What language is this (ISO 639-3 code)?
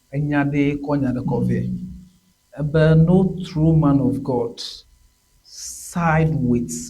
ewe